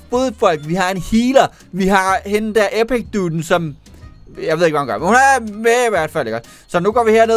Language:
Danish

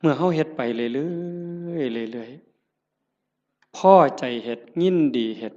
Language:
Northeastern Thai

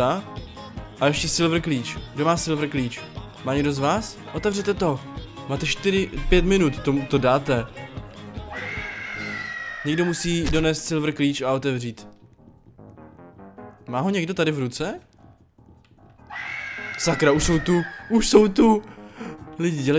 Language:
Czech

